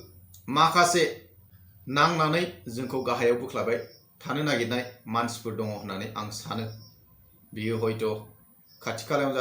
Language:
Bodo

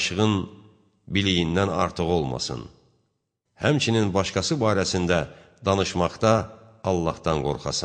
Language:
Azerbaijani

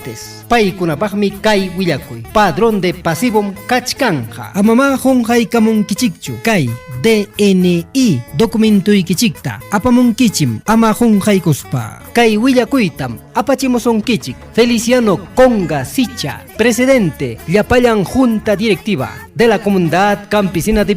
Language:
Ayacucho Quechua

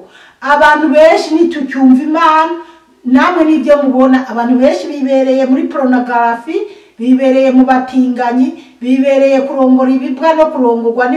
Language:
Rundi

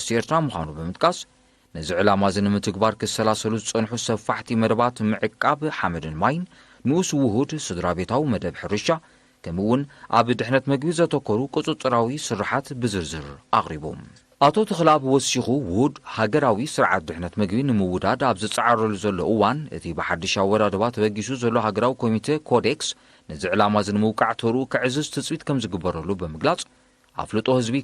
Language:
Tigrinya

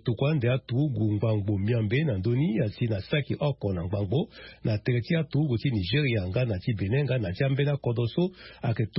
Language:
Sango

